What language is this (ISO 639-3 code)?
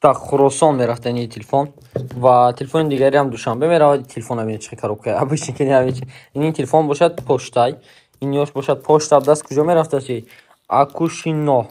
tgk